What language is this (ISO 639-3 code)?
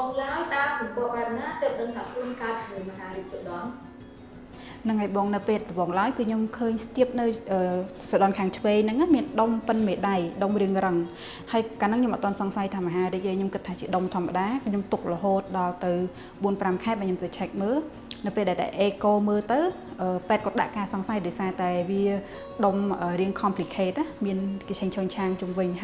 khm